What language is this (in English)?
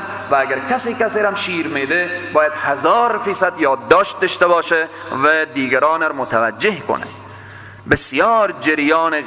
Persian